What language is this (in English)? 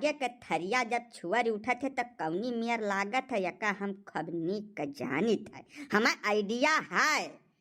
Awadhi